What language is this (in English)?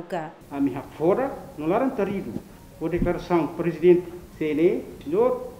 Tetum